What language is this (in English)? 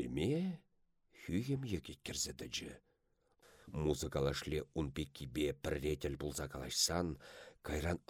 Chuvash